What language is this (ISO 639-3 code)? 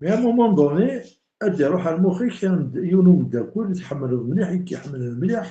kab